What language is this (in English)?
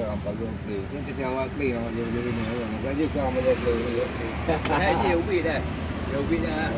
Achinese